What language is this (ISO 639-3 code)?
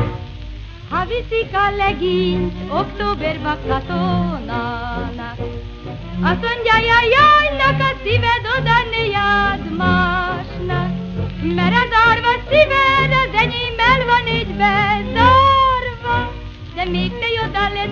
hun